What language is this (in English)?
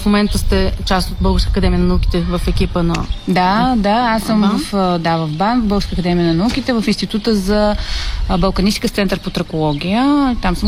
Bulgarian